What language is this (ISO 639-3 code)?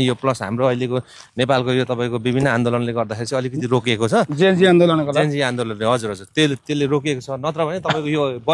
nep